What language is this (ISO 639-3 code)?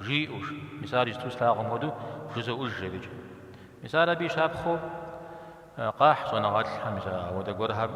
kbd